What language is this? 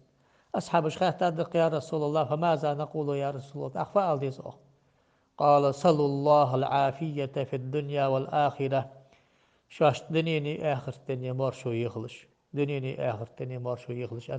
Ingush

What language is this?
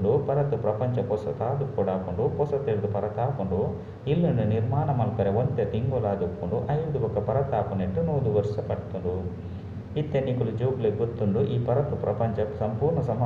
Tulu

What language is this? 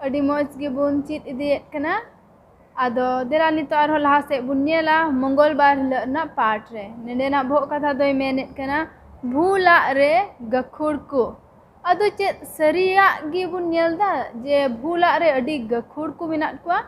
Santali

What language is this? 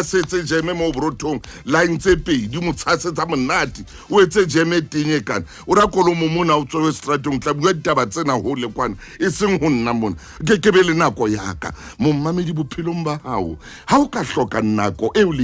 Southern Sotho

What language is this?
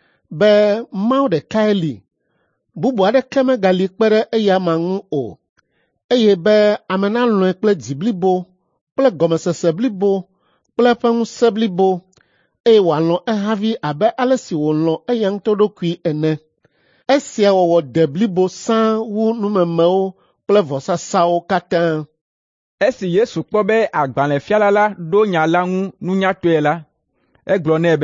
Ewe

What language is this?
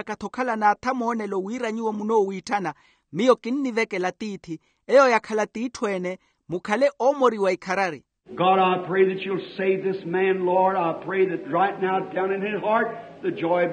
Makhuwa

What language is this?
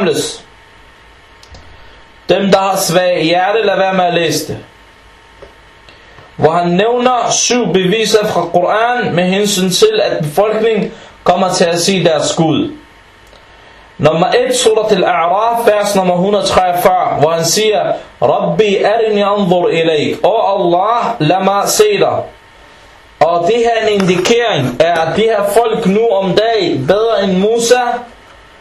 Danish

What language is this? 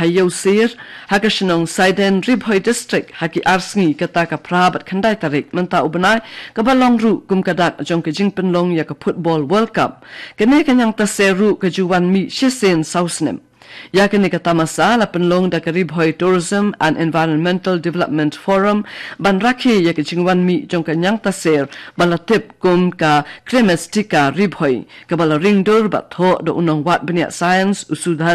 Khasi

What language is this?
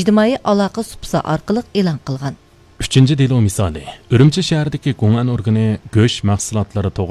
Uyghur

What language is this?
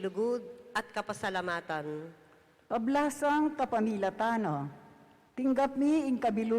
Pampanga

